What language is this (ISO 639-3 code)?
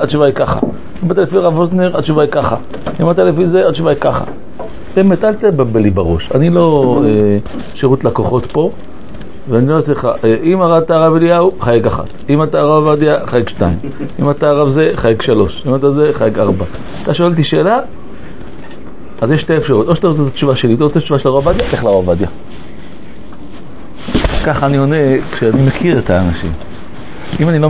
heb